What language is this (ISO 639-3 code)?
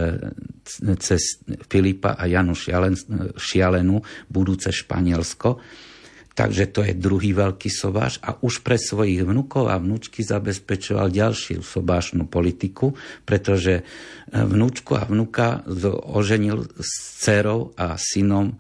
slk